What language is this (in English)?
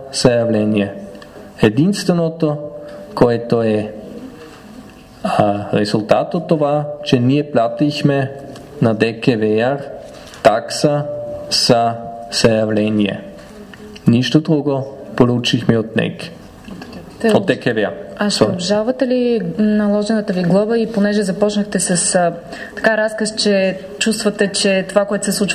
Bulgarian